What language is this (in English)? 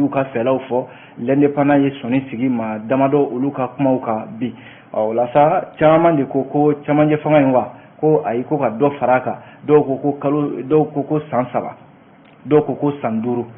Bambara